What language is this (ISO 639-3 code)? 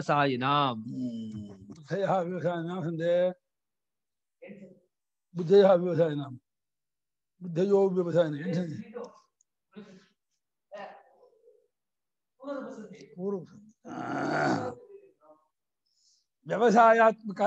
kan